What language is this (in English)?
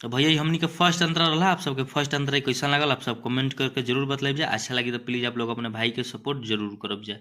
Bhojpuri